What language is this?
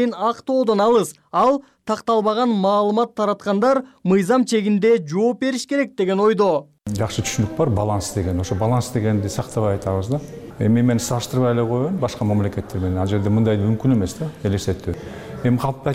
Kyrgyz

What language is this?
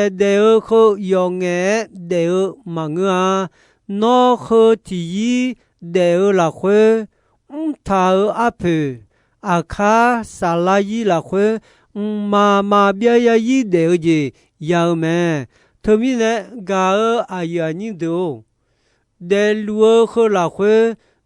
Akha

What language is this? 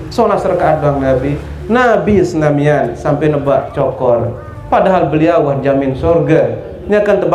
Sasak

